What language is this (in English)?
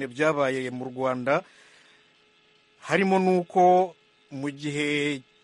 Kinyarwanda